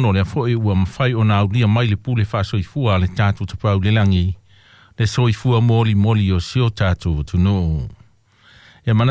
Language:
Samoan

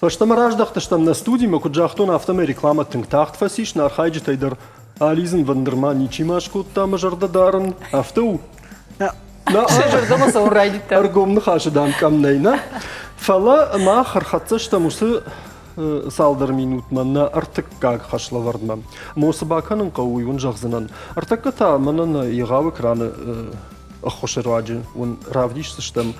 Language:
Ossetic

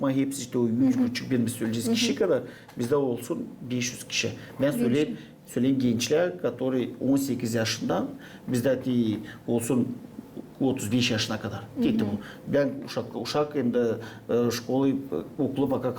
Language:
Gagauz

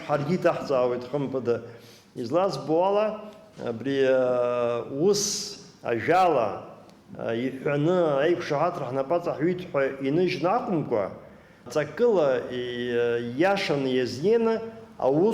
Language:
Abkhazian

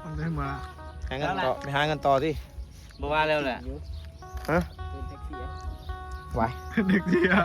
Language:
Northeastern Thai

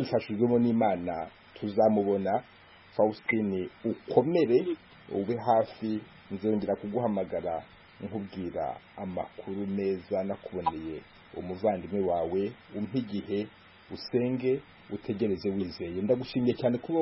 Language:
Kinyarwanda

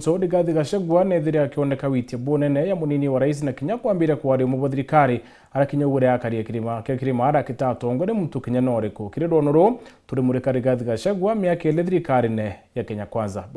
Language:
Meru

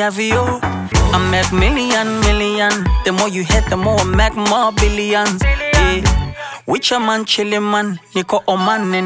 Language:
Swahili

